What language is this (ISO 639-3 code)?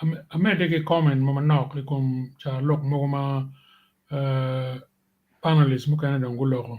ach